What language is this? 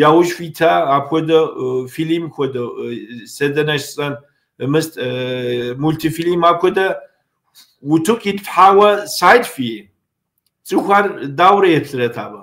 Kabardian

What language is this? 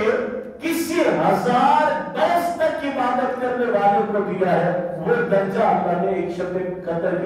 Urdu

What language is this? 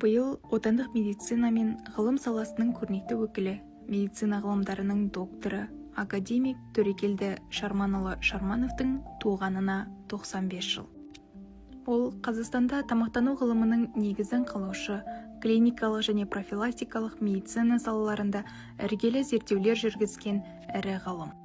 Kazakh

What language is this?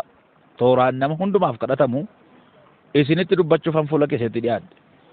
Oromo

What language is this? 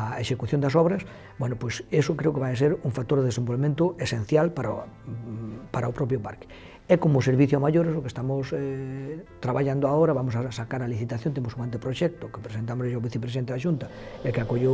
Galician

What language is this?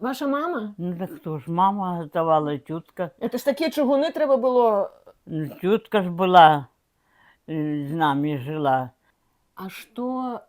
Belarusian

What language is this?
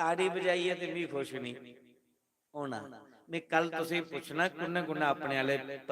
Dogri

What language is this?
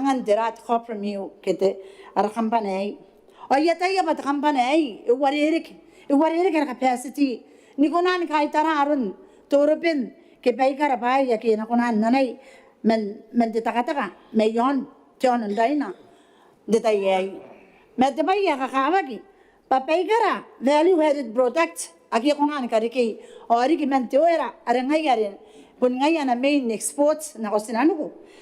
Gilbertese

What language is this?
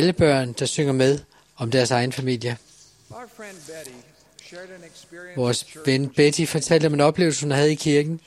Danish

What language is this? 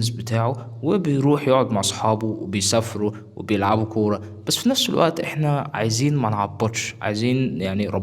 Egyptian Arabic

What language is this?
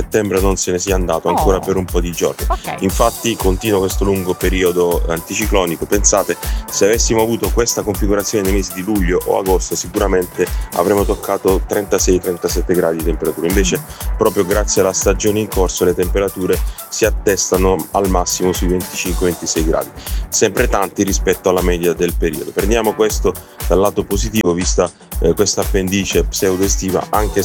Italian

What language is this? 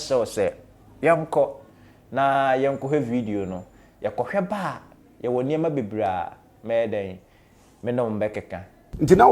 Akan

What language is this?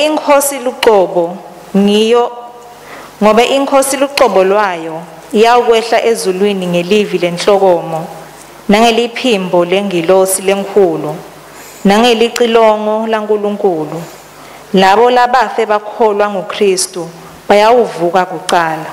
Swati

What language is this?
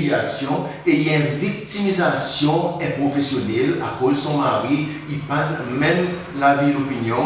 Seselwa Creole French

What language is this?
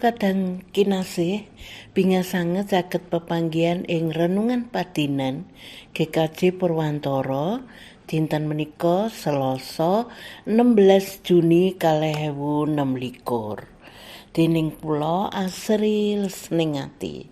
Javanese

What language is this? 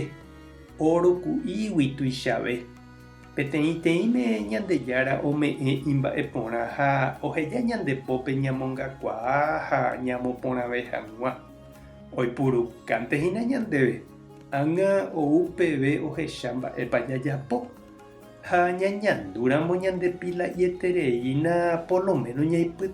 Guarani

